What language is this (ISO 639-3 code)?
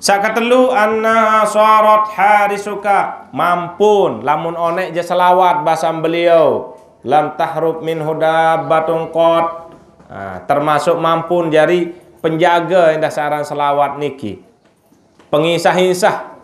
sas